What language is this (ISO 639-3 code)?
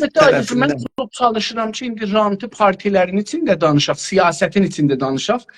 azb